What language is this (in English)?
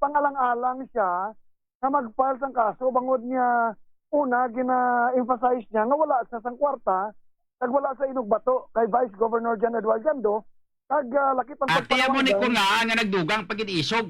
Hiligaynon